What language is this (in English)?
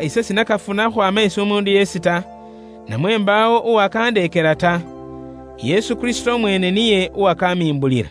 Luyia